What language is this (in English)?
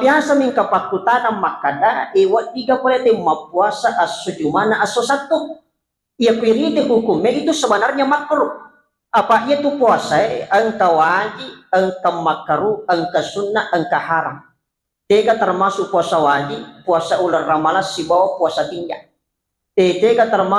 Buginese